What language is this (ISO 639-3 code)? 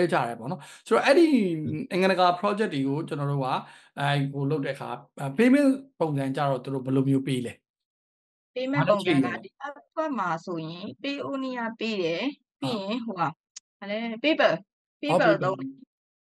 mya